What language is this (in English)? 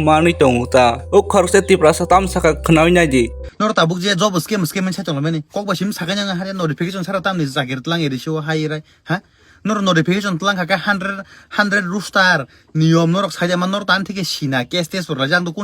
Kok Borok